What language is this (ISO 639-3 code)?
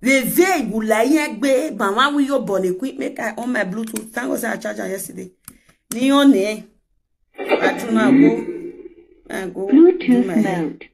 pcm